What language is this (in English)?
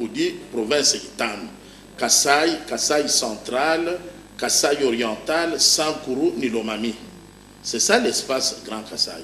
Luba-Lulua